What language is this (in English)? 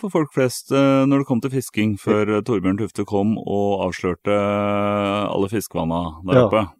Norwegian